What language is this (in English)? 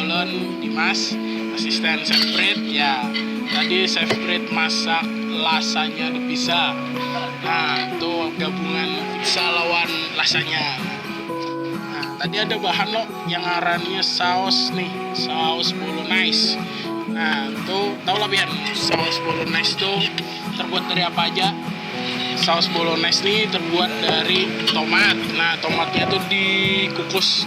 Banjar